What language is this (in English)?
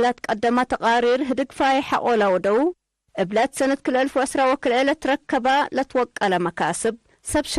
Tigre